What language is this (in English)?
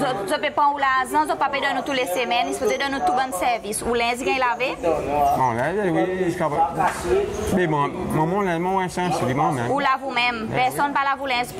Seselwa Creole French